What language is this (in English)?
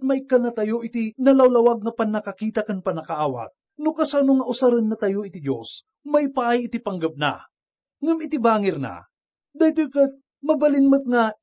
Iloko